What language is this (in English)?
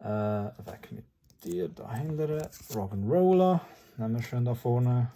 Swiss German